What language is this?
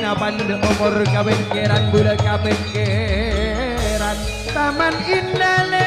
Madurese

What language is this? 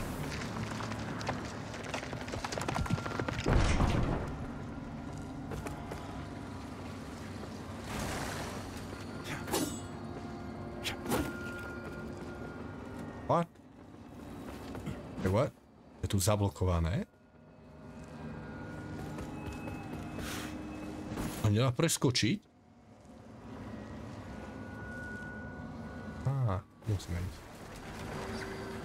Slovak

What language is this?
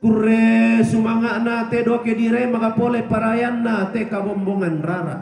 Toraja-Sa'dan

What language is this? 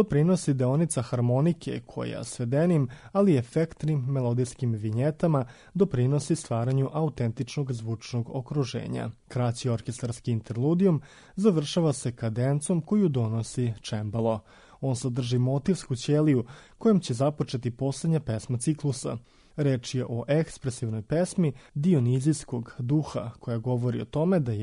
Serbian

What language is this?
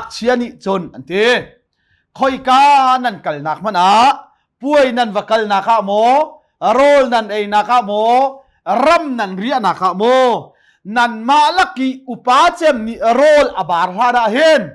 Hakha Chin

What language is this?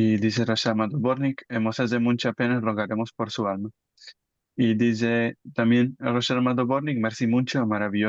Ladino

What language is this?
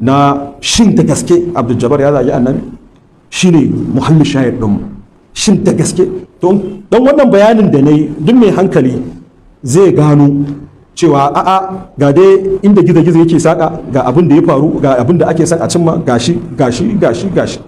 Hausa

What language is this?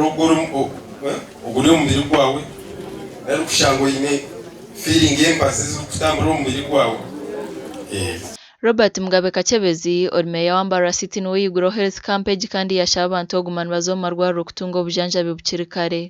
Nyankole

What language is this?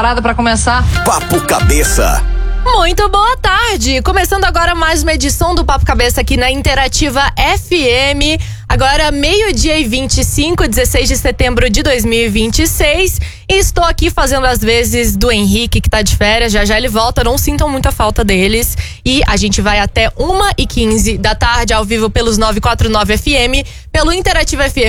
Portuguese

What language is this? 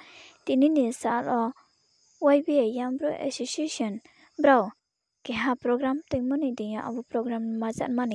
Riang (India)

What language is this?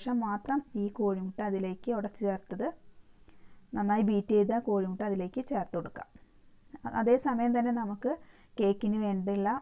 Malayalam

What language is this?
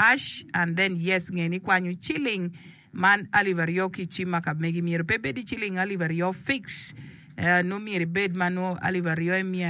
Acoli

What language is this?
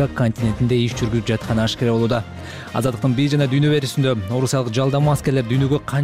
Kyrgyz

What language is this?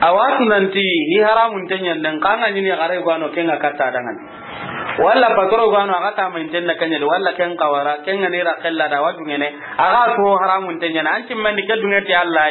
Soninke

